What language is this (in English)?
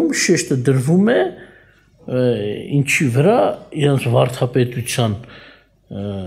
Armenian